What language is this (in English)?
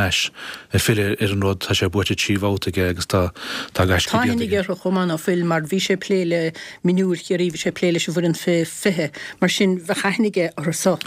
Irish